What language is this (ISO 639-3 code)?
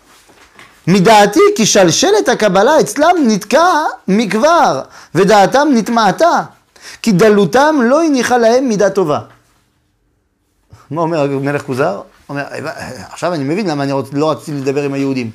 heb